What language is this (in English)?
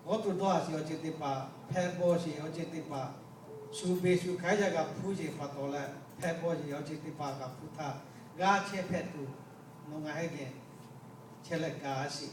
Lahu